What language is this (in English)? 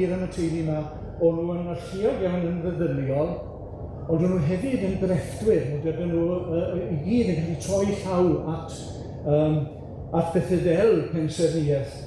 Welsh